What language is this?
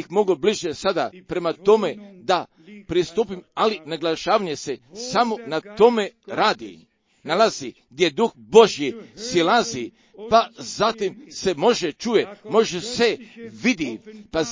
Croatian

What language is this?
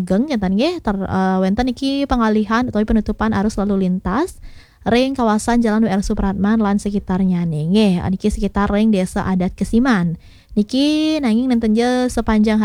Balinese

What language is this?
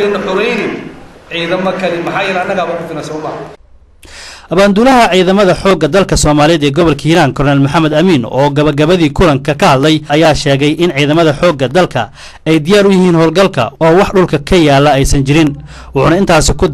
Somali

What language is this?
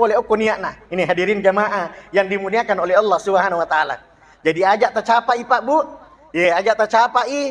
Buginese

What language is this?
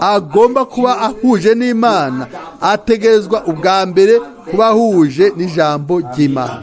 Rundi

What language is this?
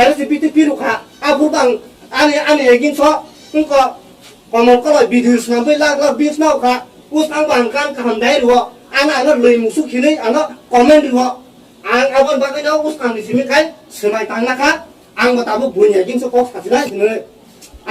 Kok Borok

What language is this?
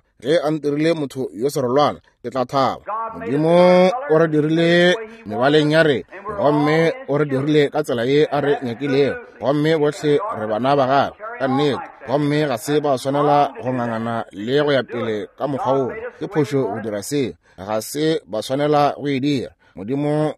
Northern Sotho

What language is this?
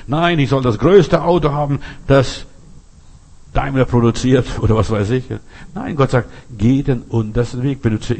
German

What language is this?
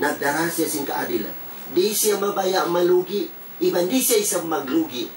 Tausug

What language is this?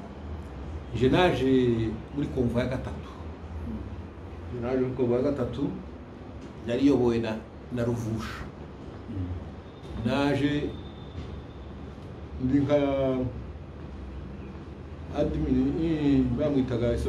Kinyarwanda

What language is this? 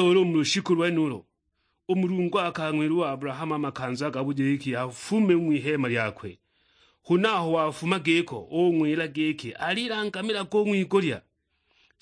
Sukuma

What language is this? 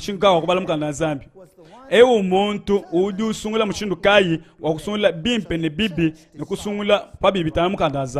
Luba-Lulua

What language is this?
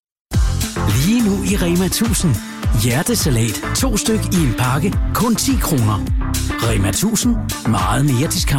Danish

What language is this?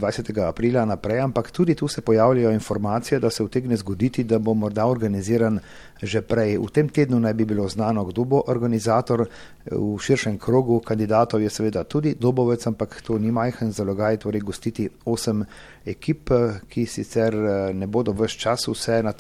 Slovenian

